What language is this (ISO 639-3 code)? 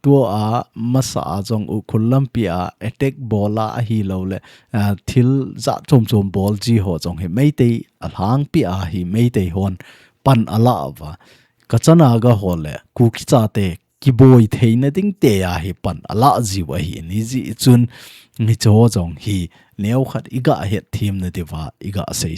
tcz